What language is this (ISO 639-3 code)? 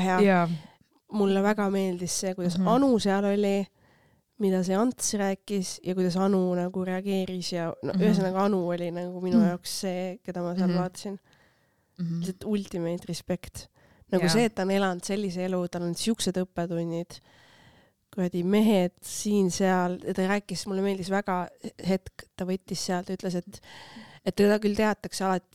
est